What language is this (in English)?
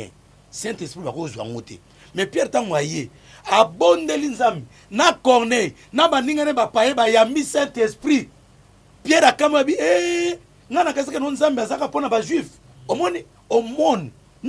Lingala